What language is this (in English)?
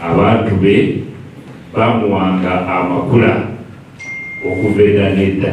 Ganda